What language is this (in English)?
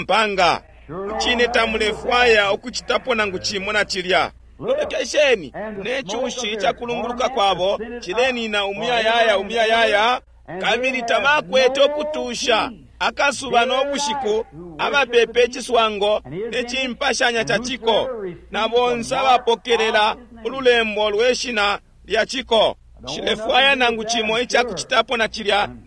Bemba